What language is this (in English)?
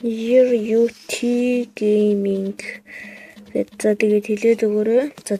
Mongolian